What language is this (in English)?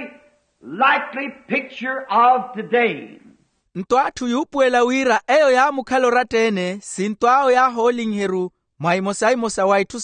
Makhuwa